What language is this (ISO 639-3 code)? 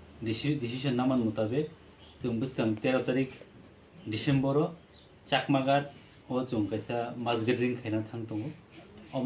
trp